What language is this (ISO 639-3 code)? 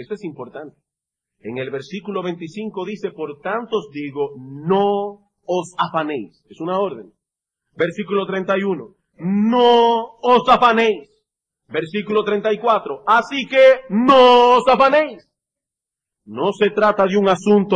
spa